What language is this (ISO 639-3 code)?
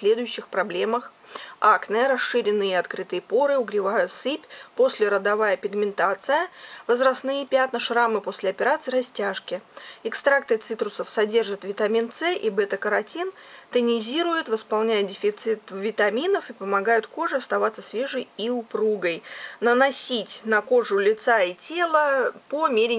rus